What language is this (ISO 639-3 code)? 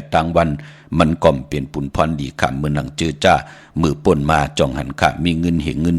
shn